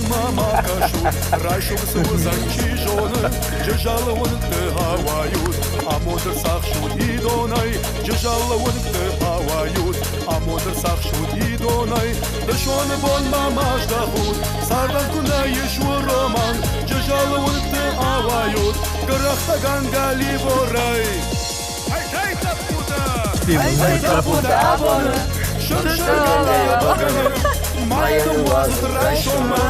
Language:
Ossetic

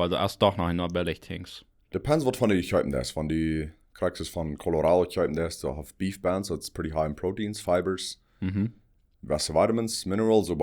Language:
Plautdietsch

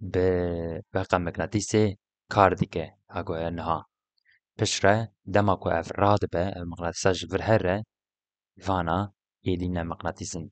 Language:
Kurdish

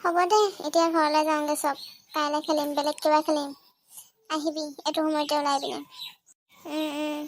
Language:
Assamese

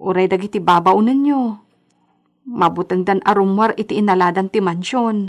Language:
Iloko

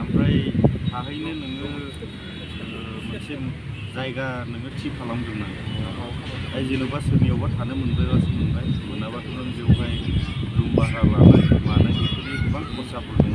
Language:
Bodo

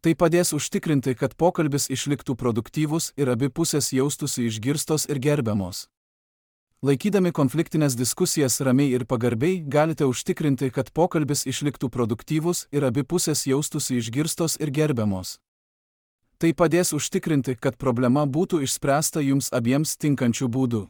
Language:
Lithuanian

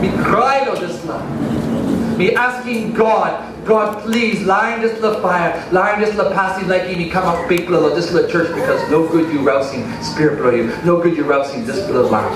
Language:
Tok Pisin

